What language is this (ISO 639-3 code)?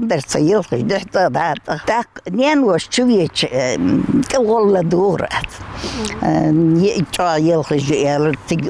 inh